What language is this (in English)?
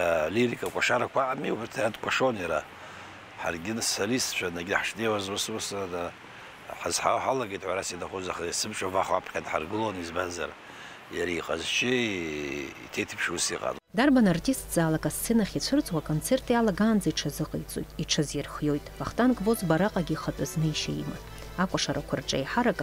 Abkhazian